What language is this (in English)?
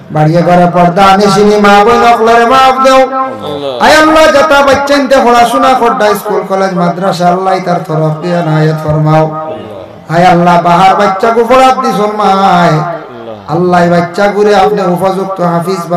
Sylheti